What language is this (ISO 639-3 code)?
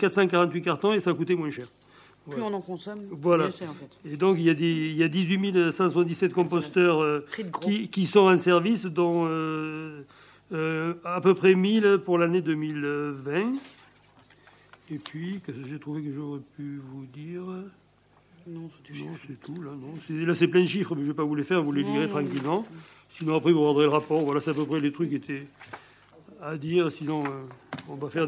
fra